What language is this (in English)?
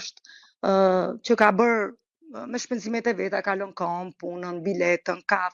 Albanian